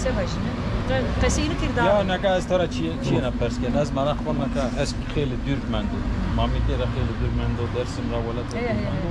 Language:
Zaza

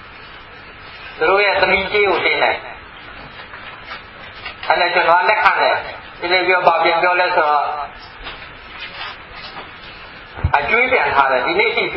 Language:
Burmese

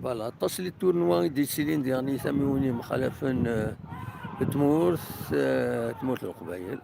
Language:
Kabyle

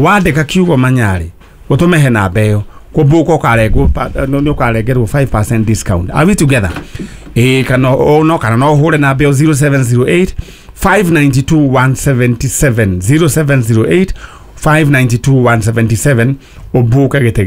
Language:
Kikuyu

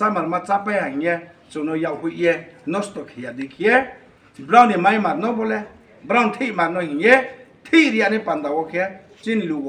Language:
Riang (India)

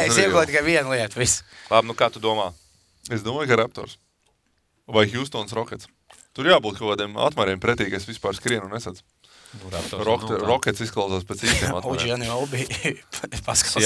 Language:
Latvian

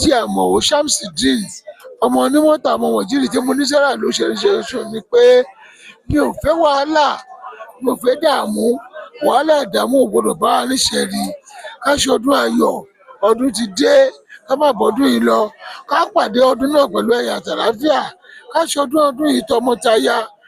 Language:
Yoruba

